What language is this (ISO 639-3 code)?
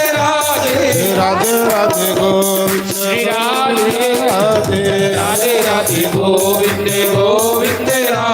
doi